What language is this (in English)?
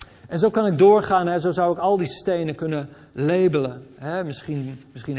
Dutch